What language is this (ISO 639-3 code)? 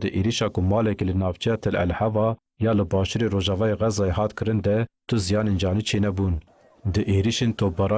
kur